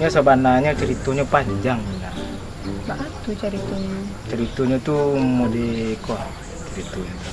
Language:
Minangkabau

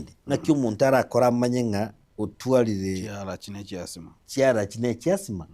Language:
Gusii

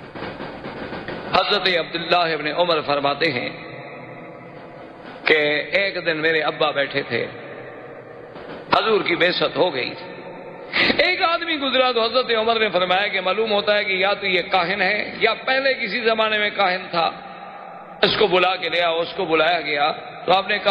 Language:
Urdu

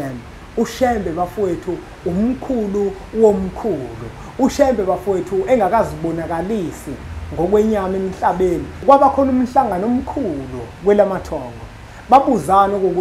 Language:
Zulu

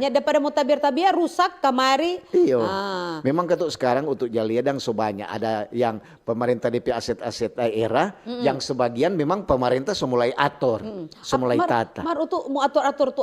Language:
Manado Malay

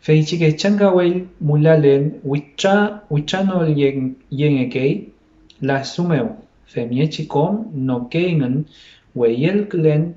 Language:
Mapuche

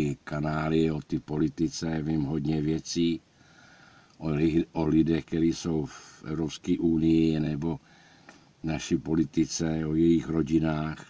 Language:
Czech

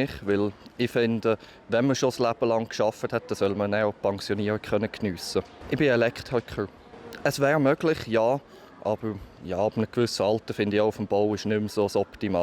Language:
Swiss German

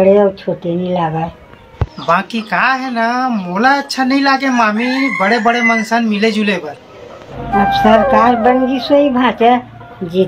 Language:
Chhattisgarhi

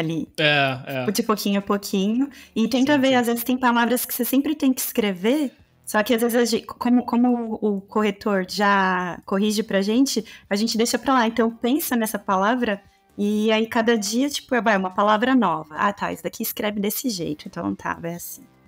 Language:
Portuguese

